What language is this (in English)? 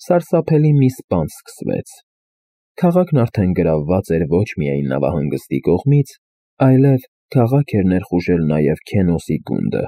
Armenian